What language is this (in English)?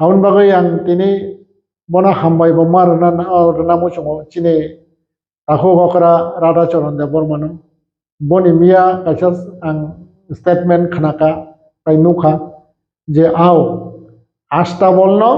Kok Borok